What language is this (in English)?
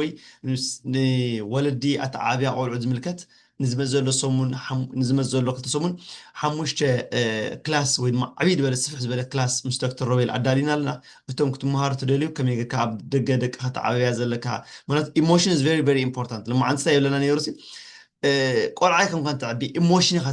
Tigrinya